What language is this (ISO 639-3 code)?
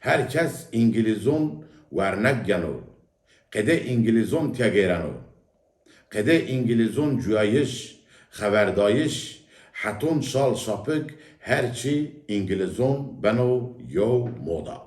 zza